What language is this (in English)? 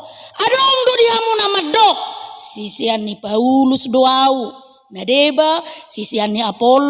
Batak Toba